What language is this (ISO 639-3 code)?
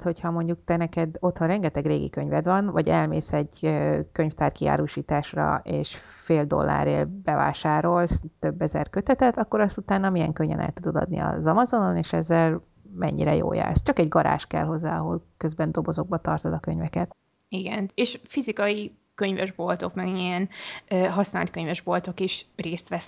hun